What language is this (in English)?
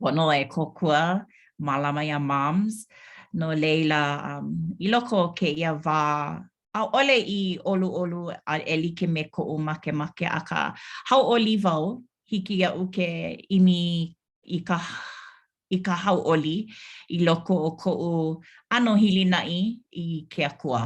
Hawaiian